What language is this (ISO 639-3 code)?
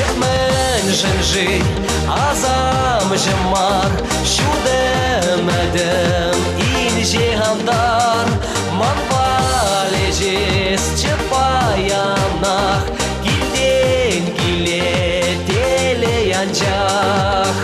chv